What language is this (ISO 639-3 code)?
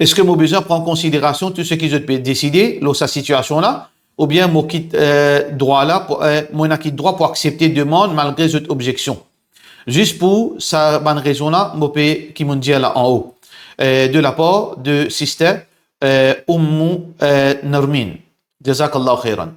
mfe